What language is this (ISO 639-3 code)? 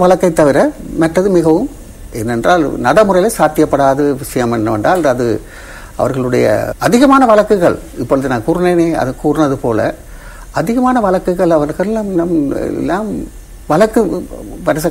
tam